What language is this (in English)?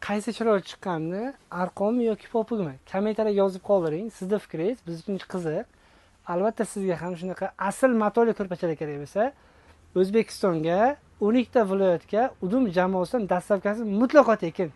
Uzbek